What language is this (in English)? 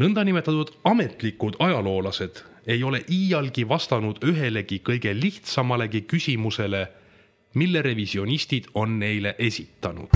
Estonian